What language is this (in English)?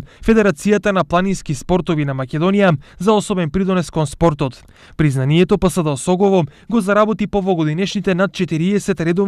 Macedonian